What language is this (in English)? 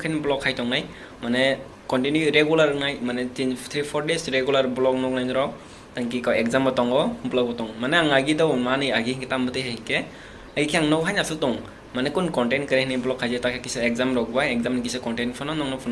Kok Borok